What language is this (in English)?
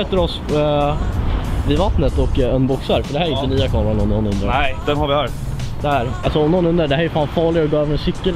Swedish